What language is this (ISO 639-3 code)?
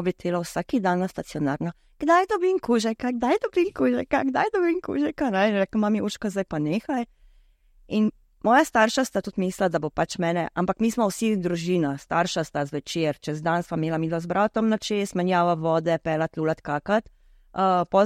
slv